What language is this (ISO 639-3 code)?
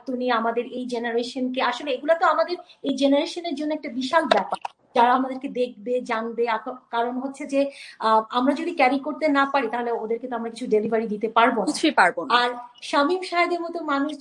ben